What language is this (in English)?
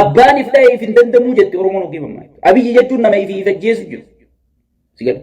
Oromo